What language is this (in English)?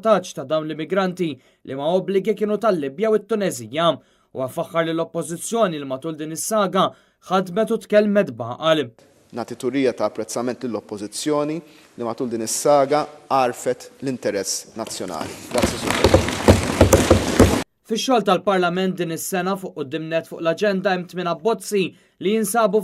Maltese